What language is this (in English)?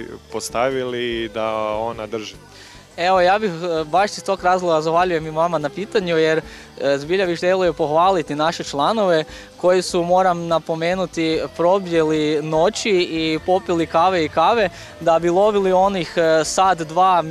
Croatian